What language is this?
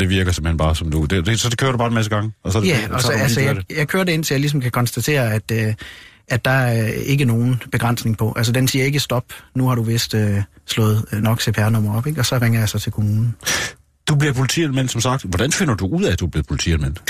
Danish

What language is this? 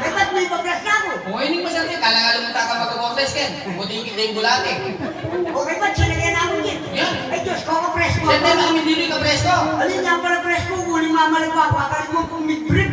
Pampanga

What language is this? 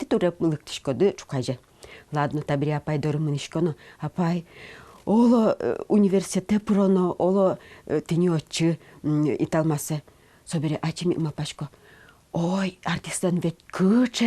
Udmurt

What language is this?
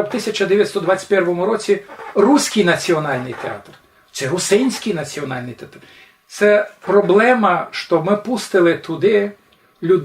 Rusyn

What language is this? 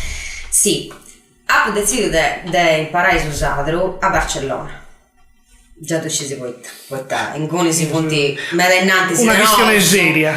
Sardinian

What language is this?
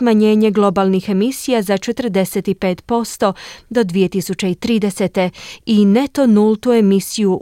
Croatian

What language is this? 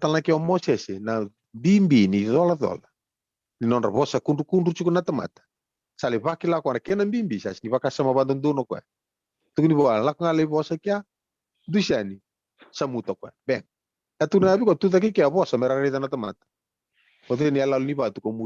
Fijian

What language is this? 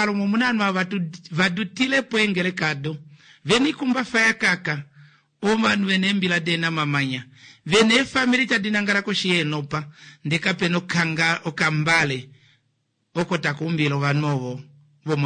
Kuanyama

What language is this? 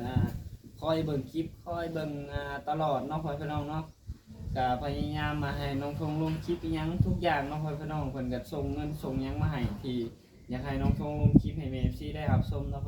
Lao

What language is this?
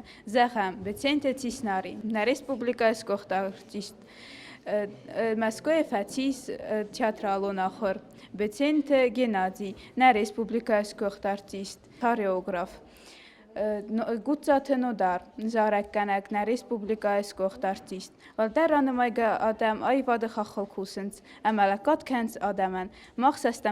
Ossetic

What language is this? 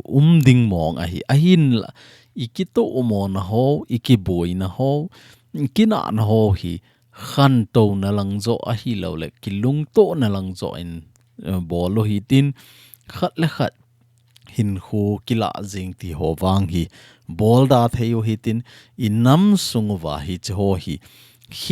Thado Chin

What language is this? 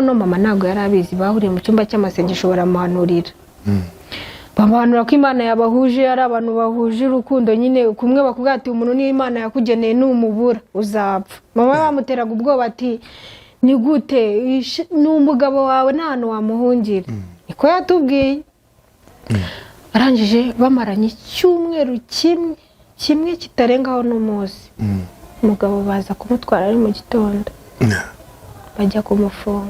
Kinyarwanda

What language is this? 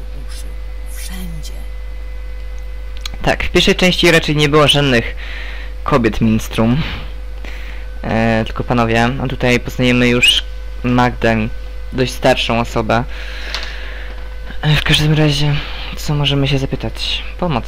Polish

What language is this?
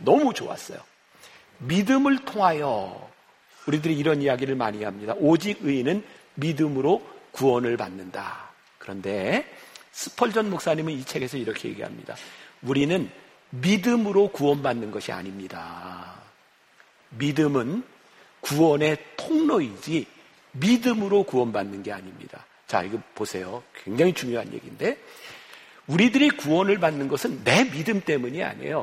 Korean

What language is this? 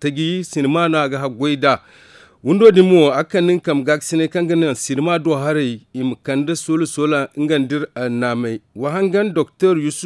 Zarma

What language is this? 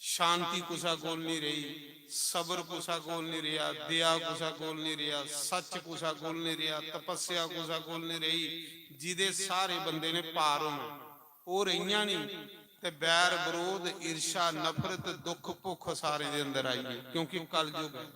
Dogri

